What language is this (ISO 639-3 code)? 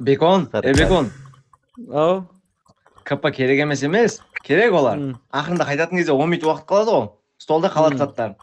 kaa